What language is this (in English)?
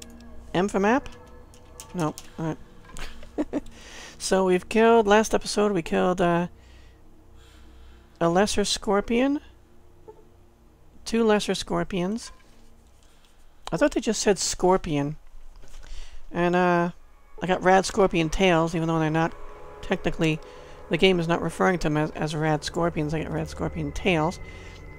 English